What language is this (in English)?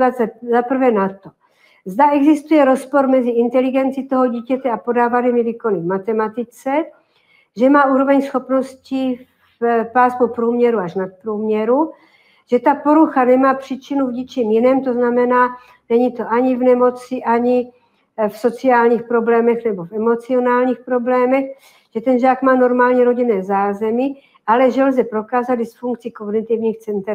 Czech